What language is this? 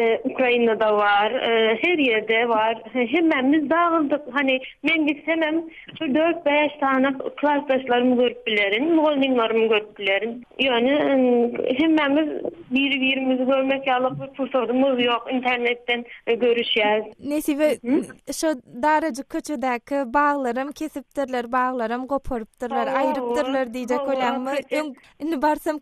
Turkmen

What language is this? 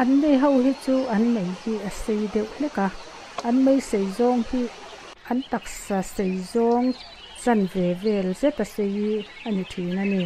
Mizo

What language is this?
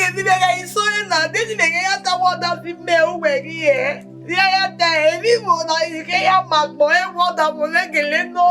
Bini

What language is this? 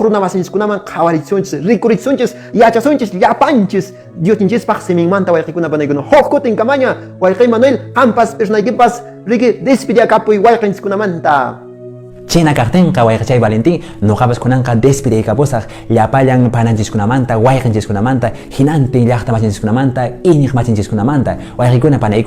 Quechua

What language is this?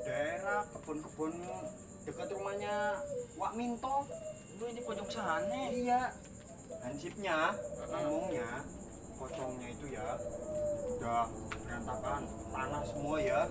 Betawi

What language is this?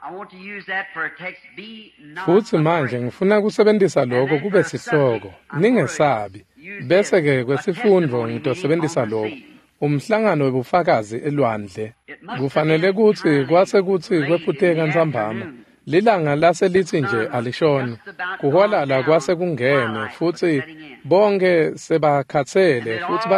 Swati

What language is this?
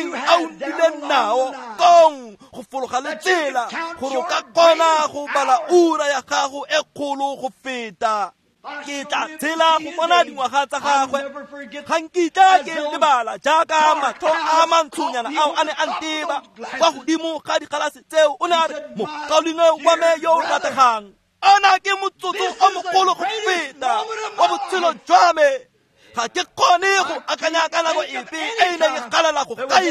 Tswana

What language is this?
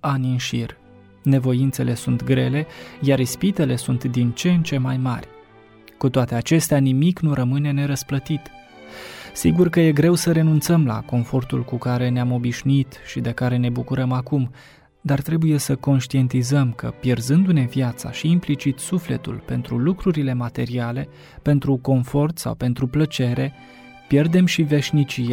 Romanian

